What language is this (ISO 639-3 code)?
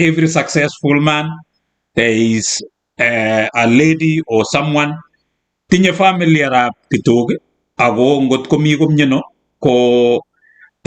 kln